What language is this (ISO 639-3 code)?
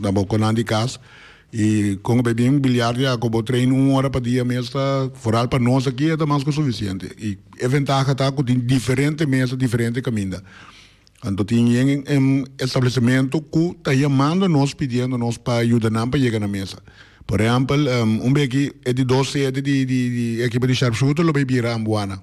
pap